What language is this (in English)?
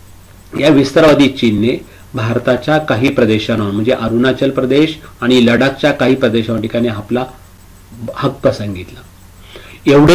Marathi